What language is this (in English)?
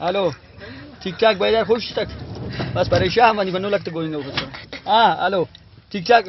Brahui